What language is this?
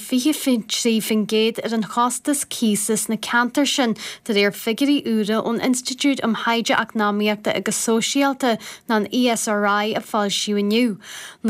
Irish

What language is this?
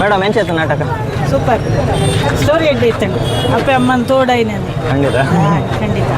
Tulu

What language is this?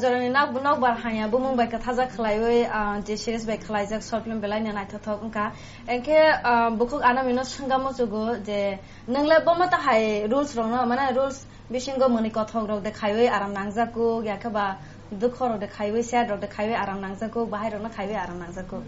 Kok Borok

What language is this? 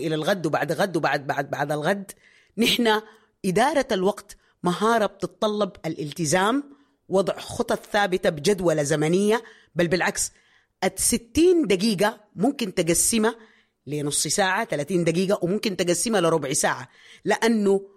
Sudanese Arabic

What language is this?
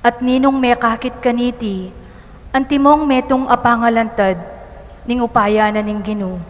Pampanga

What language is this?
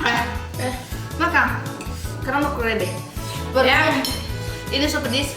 Manado Malay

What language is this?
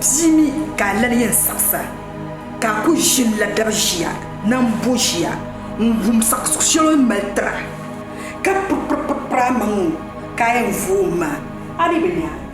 Dagbani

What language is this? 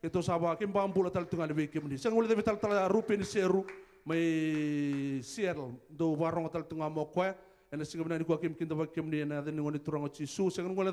Fijian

